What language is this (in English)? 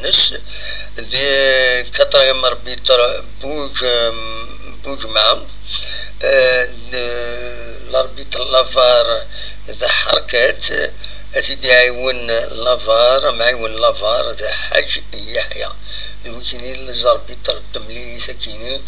Kabyle